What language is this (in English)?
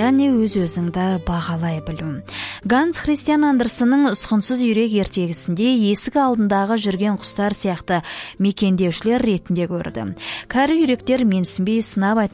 Kazakh